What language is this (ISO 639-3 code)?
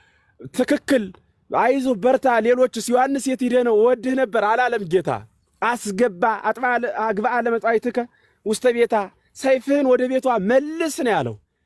amh